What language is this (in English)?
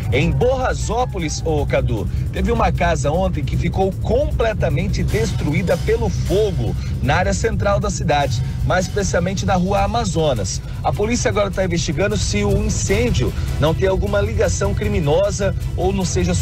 Portuguese